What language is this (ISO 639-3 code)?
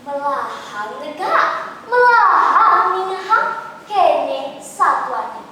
ban